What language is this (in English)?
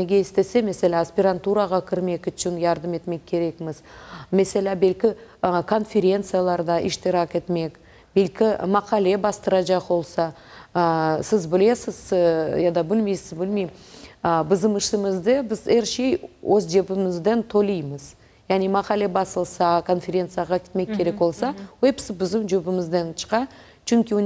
Crimean Tatar